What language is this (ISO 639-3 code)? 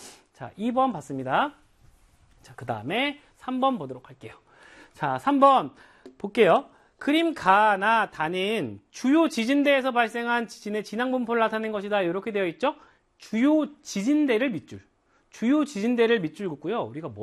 kor